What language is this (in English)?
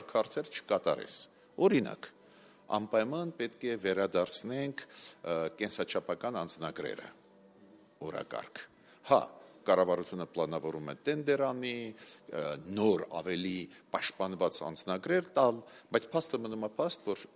Armenian